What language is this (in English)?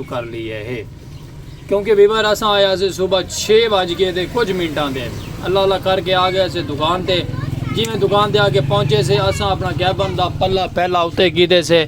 Saraiki